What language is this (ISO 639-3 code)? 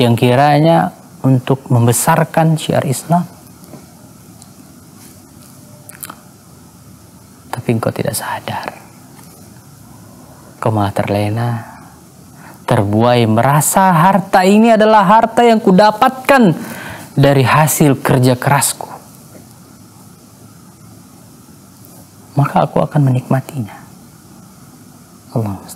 ind